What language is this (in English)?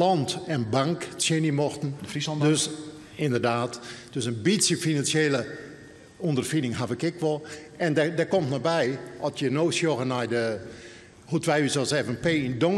Western Frisian